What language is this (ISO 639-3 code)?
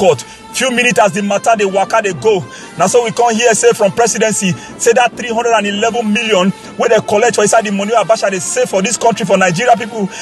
pcm